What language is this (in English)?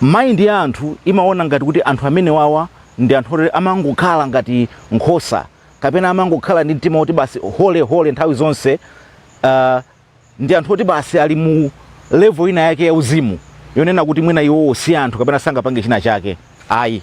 Nyanja